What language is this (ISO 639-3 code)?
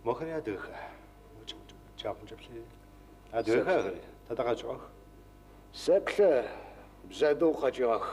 ady